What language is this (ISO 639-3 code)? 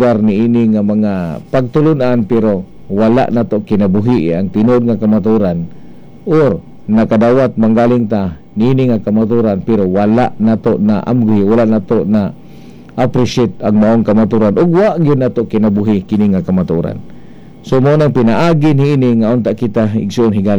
ceb